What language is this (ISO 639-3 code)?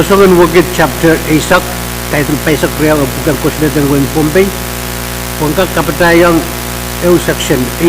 pon